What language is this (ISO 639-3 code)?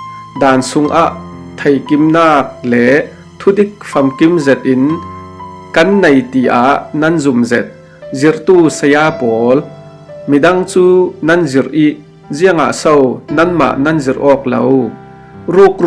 cfm